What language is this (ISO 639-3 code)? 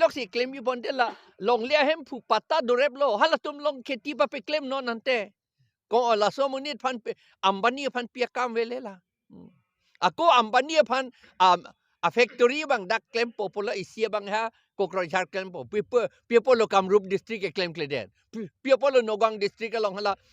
mjw